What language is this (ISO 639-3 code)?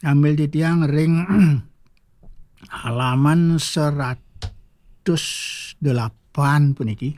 ban